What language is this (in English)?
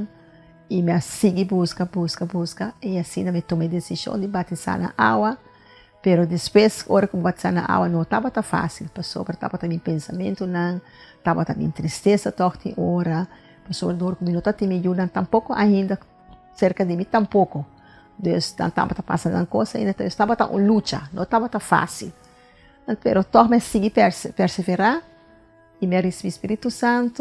Papiamento